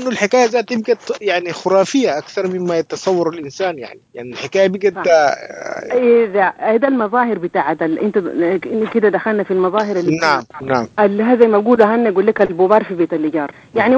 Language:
Sudanese Arabic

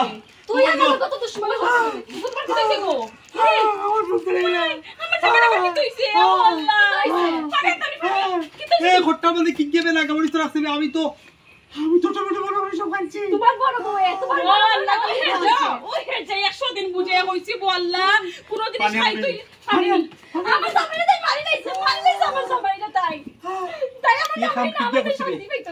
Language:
Sylheti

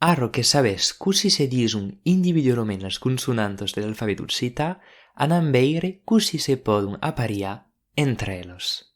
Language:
Occitan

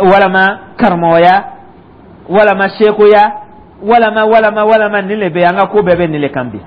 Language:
Dyula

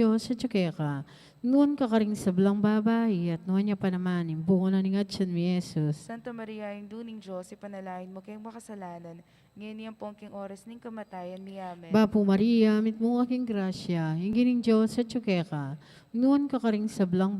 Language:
Pampanga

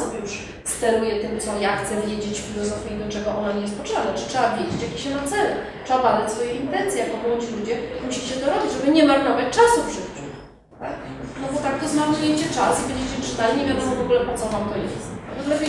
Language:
Polish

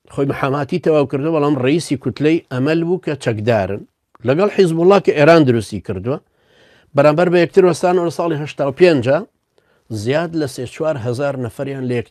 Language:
Central Kurdish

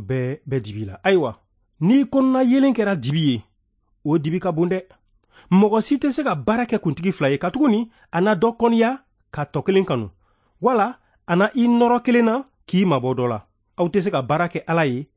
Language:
Bambara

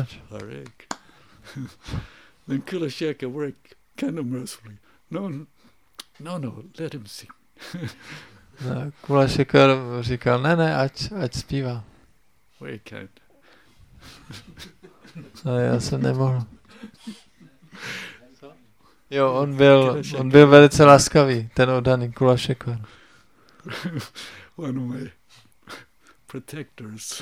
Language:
Czech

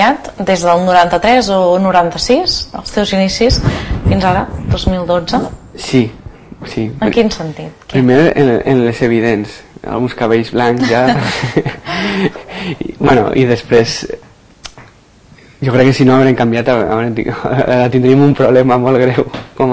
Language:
Catalan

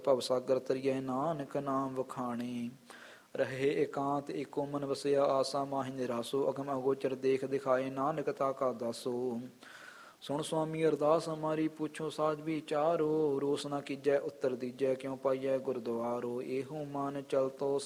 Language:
Punjabi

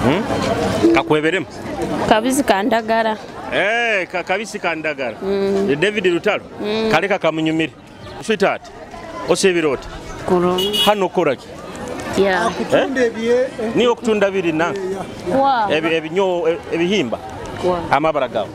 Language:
Nyoro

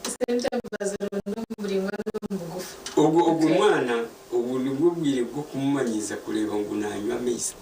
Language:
Nyankole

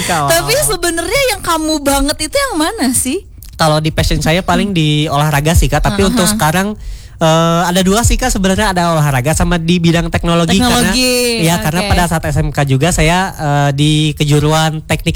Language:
Indonesian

